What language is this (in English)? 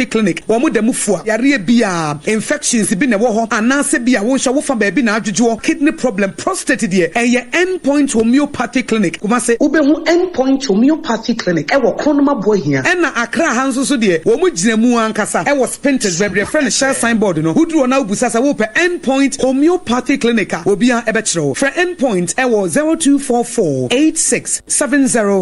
Akan